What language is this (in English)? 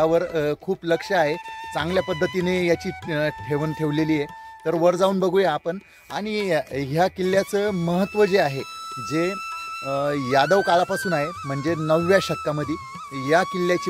Marathi